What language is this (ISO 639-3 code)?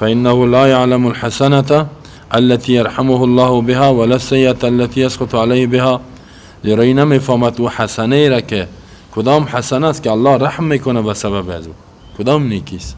fas